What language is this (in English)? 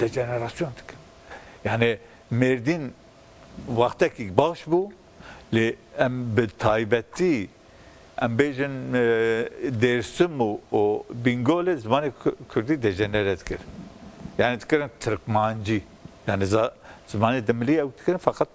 Kurdish